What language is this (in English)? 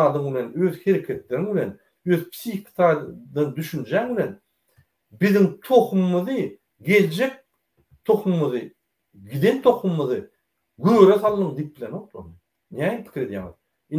Turkmen